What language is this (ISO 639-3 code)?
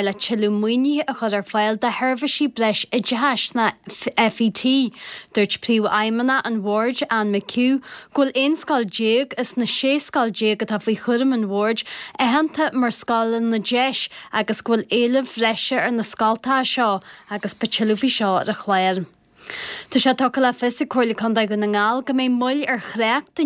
gle